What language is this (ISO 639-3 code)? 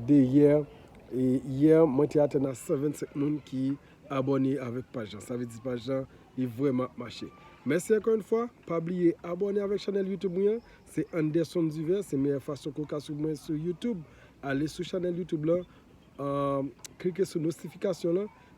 hat